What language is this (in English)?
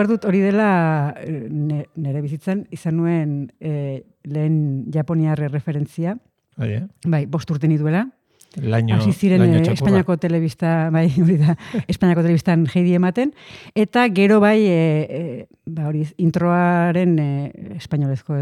Basque